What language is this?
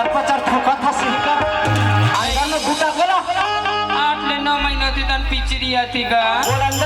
Chhattisgarhi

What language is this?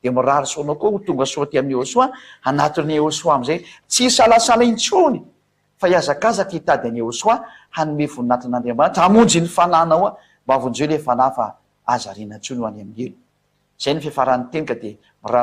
Malagasy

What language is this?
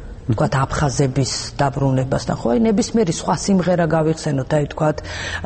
Georgian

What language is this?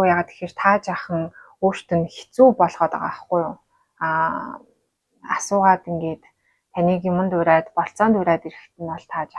Mongolian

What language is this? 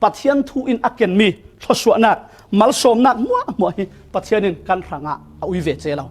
Falam Chin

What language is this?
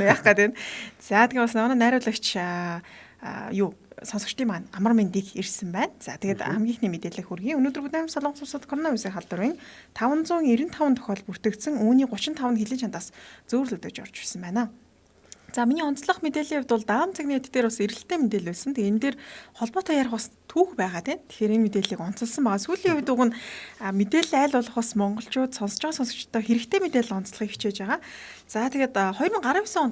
Mongolian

